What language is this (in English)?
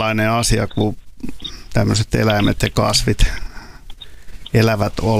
Finnish